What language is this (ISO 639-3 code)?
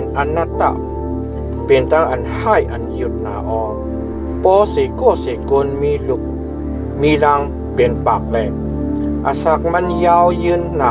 shn